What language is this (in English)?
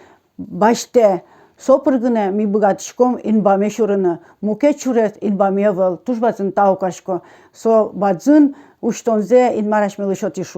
Udmurt